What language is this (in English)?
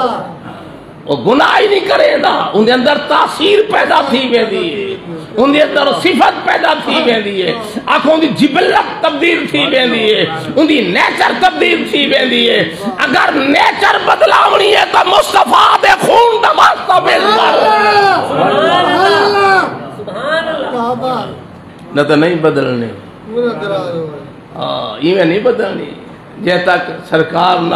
Saraiki